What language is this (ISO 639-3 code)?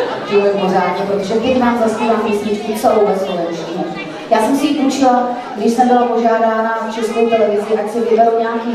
ces